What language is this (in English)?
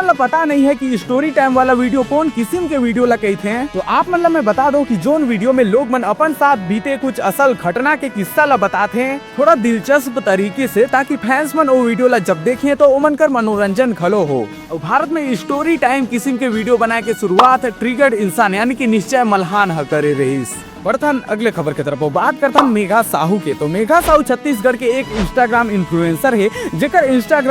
Chhattisgarhi